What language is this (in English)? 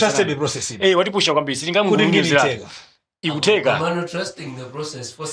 Nyanja